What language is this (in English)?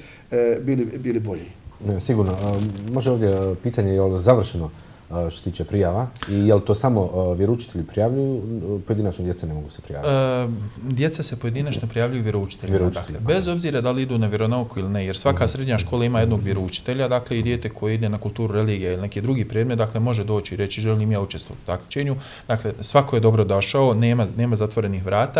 Bosnian